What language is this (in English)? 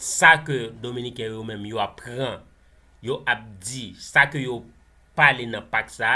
Haitian Creole